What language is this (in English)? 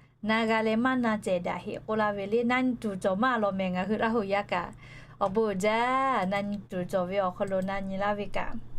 Lahu